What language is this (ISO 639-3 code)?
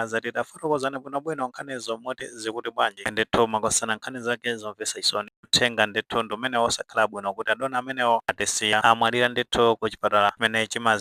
nya